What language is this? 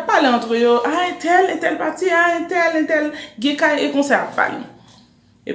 Haitian Creole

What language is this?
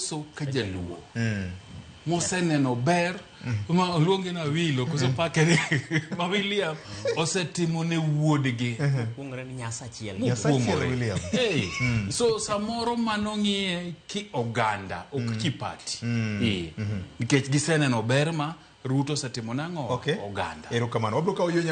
Luo (Kenya and Tanzania)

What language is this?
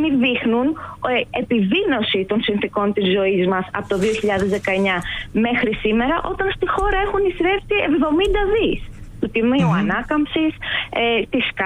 Greek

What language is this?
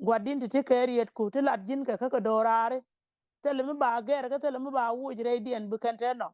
Nuer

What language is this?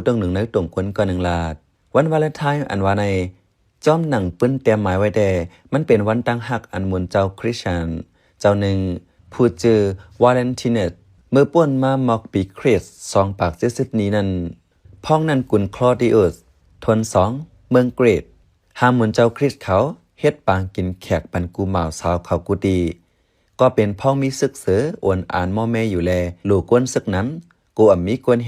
Shan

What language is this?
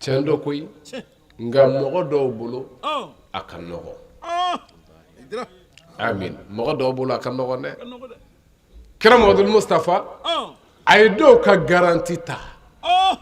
Bambara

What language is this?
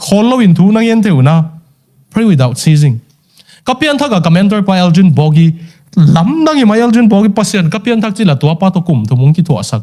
Tedim Chin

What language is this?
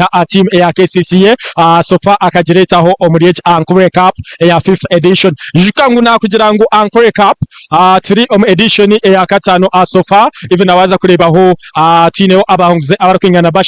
Nyankole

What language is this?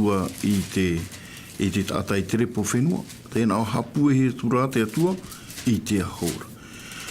Tahitian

